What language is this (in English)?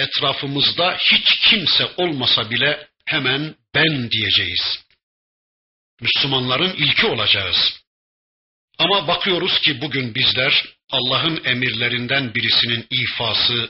Turkish